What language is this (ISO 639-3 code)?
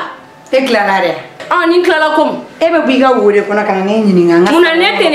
bam